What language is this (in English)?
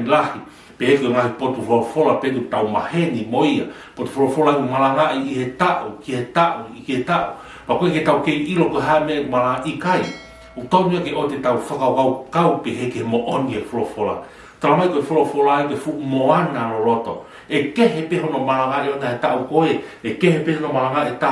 Tongan